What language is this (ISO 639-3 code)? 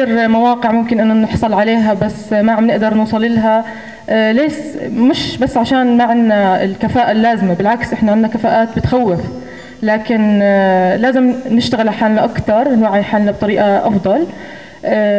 apc